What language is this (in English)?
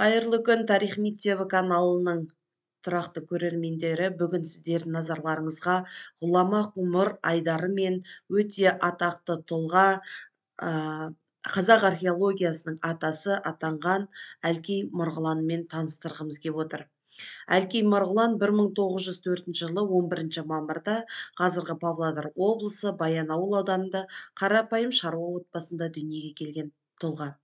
Kazakh